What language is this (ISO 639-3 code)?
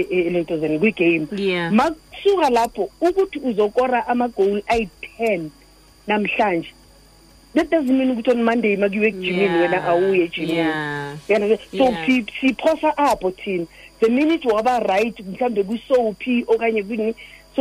xho